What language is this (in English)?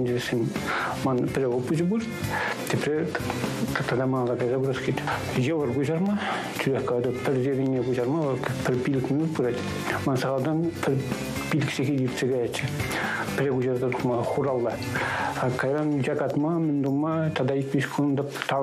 Chuvash